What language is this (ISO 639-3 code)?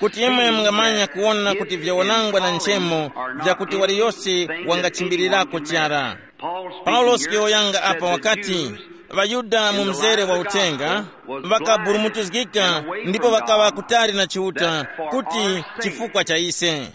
tum